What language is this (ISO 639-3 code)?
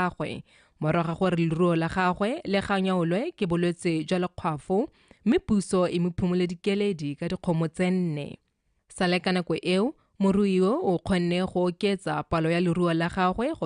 tsn